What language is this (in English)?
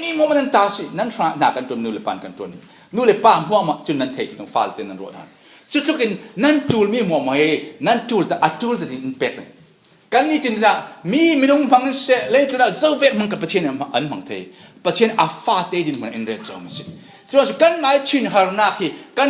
Falam Chin